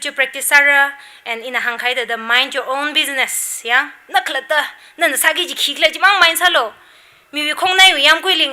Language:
Tangkhul Naga (India)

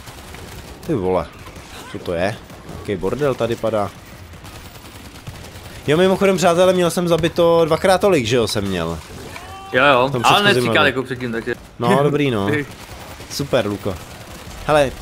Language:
Czech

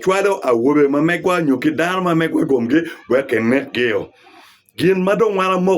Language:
Acoli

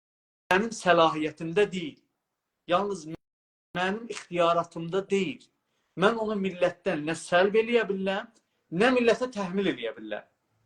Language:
South Azerbaijani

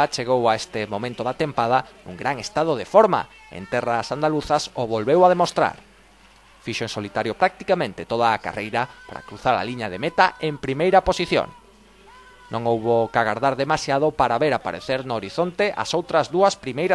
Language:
Galician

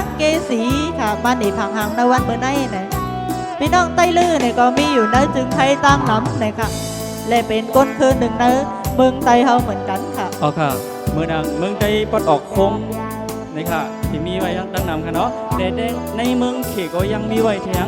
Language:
Shan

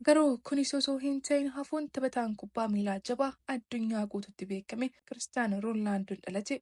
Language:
Oromo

